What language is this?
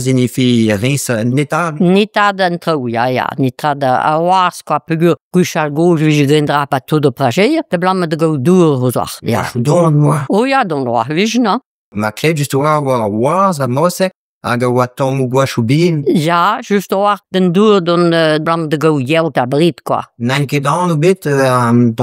Breton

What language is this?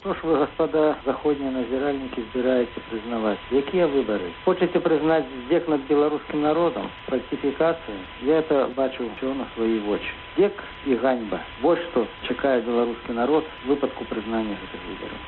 Belarusian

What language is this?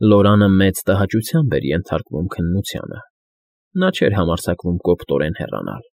Armenian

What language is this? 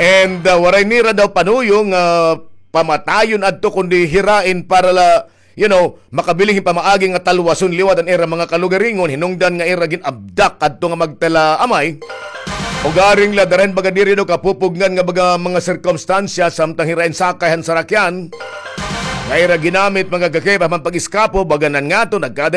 Waray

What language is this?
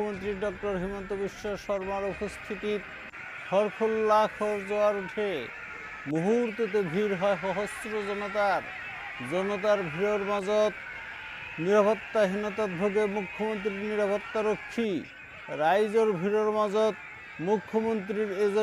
Assamese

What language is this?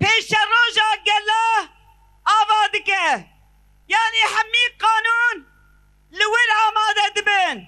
Kurdish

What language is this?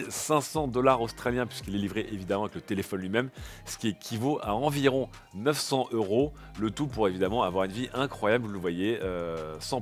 French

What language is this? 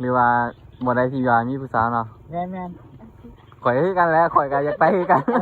Lao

